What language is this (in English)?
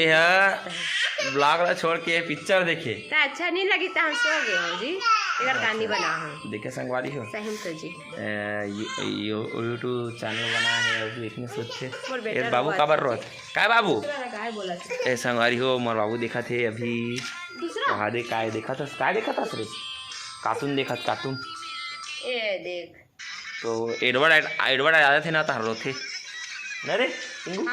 Chhattisgarhi